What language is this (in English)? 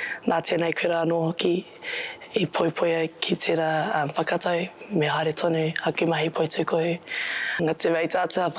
Māori